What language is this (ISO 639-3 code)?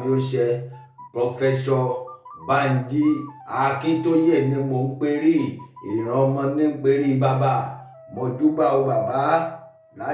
yor